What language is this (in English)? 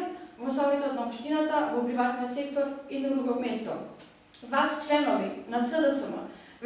Macedonian